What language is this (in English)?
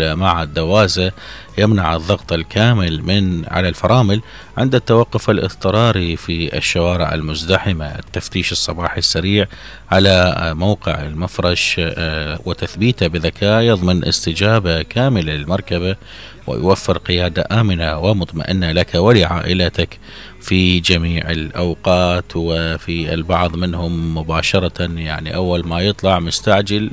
Mesopotamian Arabic